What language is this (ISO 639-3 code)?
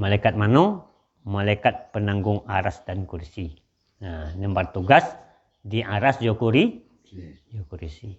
min